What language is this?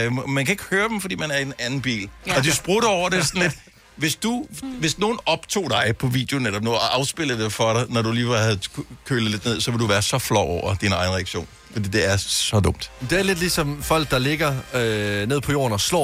Danish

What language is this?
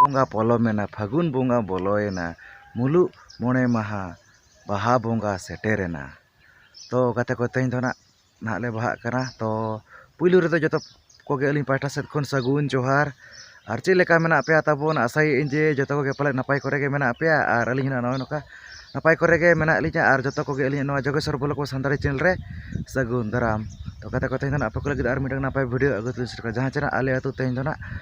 Santali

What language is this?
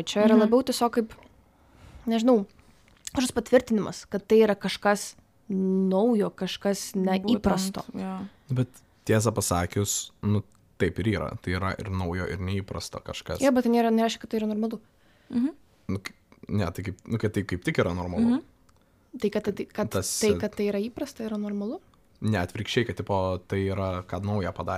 Lithuanian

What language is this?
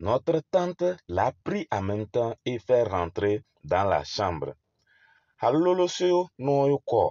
Kabiyè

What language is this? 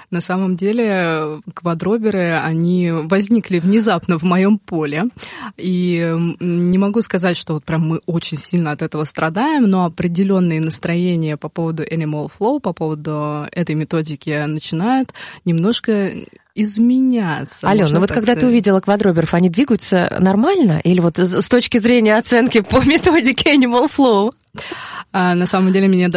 Russian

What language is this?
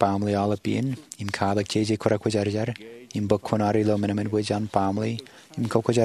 Marshallese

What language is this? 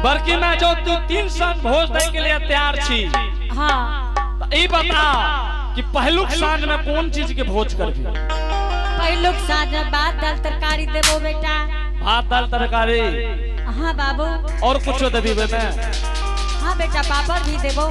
Angika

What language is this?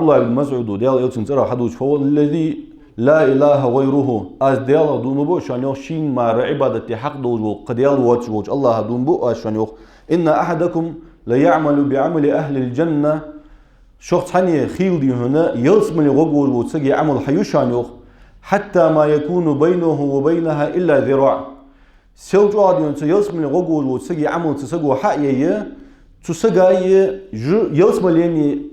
Ingush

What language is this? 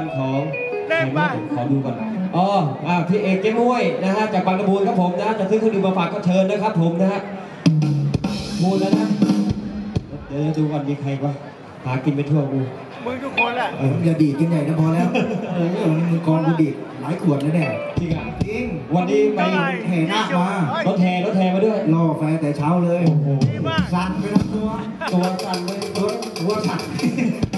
Thai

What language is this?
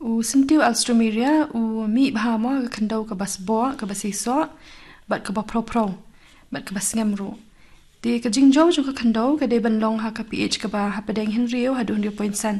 Khasi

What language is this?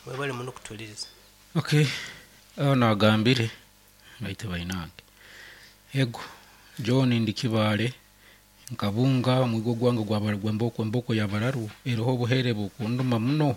Nyankole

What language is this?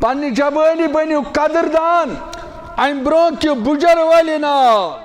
Kashmiri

